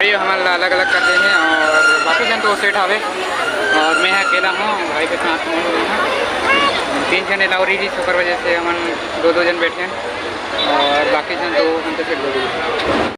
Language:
Chhattisgarhi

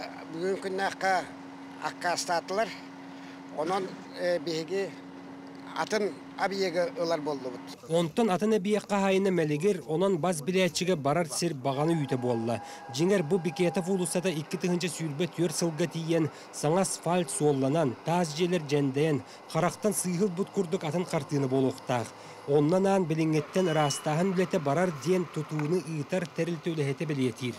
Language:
Yakut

